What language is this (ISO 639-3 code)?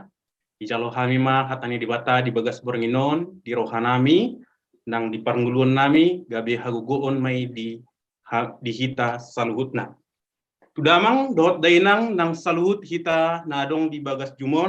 bbc